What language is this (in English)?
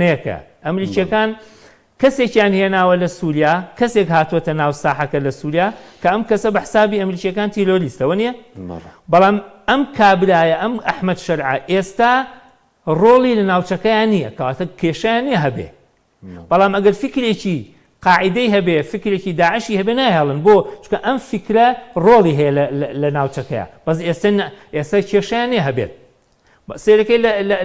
Central Kurdish